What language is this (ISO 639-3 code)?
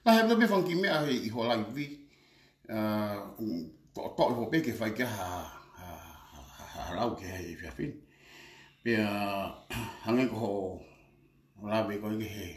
ton